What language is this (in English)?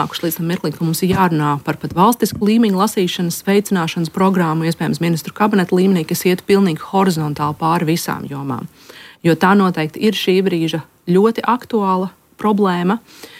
Latvian